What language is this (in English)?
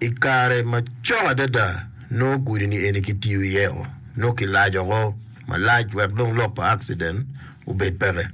Acoli